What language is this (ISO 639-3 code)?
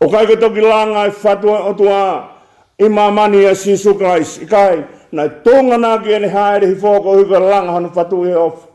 ton